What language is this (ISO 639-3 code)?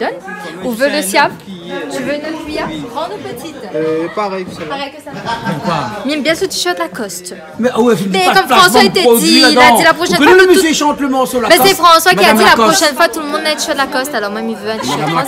rcf